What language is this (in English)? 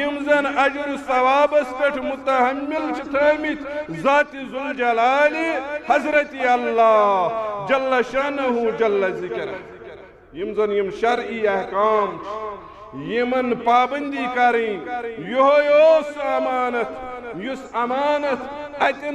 Kashmiri